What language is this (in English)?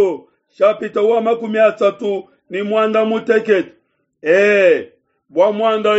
Luba-Lulua